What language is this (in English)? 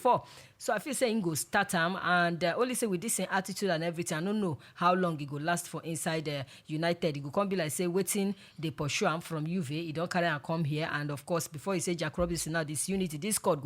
Nigerian Pidgin